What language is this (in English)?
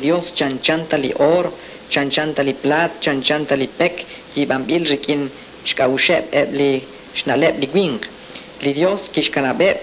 Kekchí